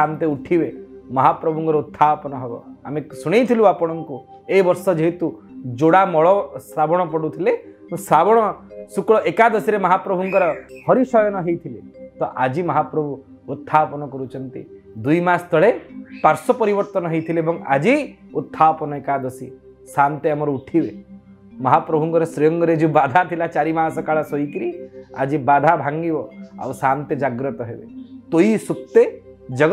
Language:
Odia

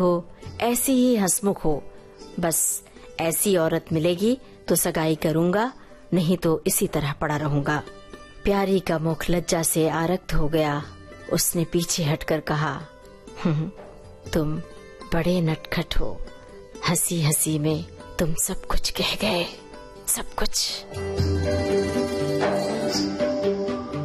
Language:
Hindi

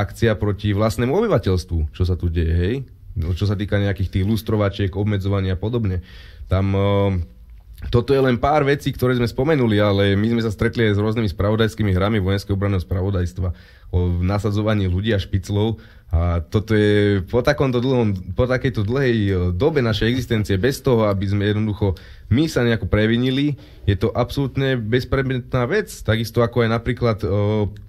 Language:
Slovak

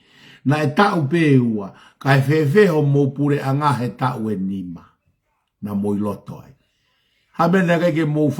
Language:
Tongan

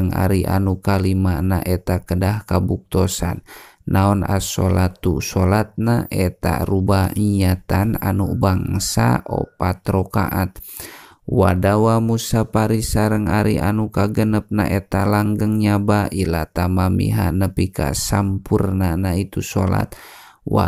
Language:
Sundanese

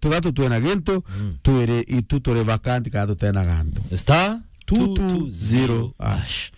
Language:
Meru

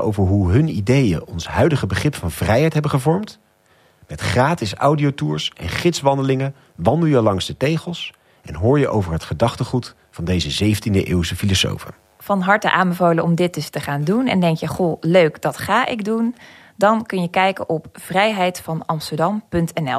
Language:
Dutch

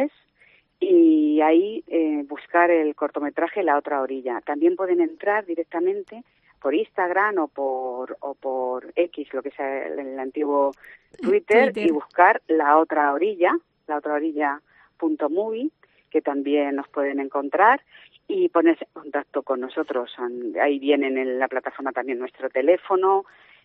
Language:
Spanish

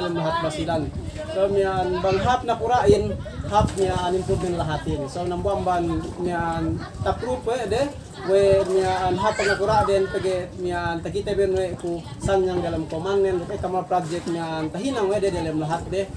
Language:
Yakan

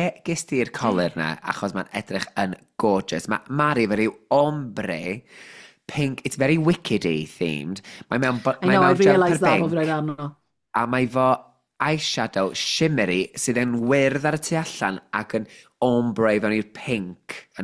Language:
Welsh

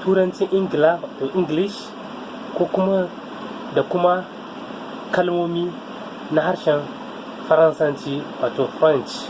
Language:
Hausa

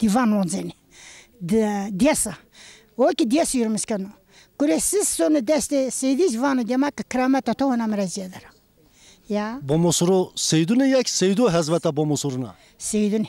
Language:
Zaza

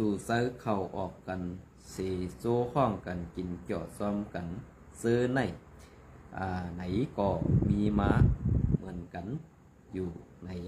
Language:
Shan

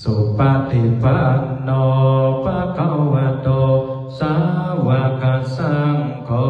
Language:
Pali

